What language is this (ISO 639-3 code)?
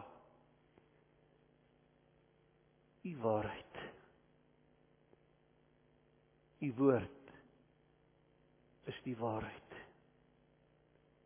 afr